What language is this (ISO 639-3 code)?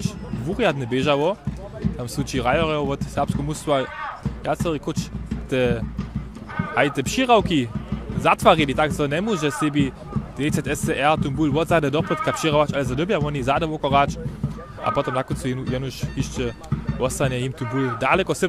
hsb